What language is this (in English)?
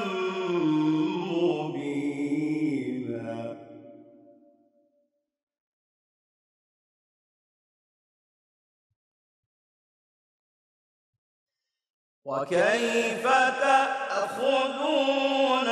Arabic